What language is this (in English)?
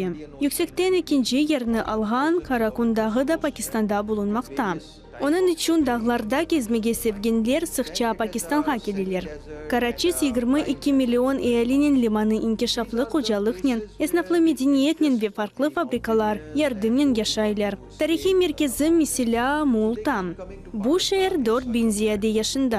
Crimean Tatar